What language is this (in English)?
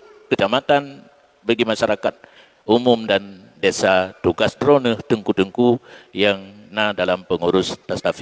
Achinese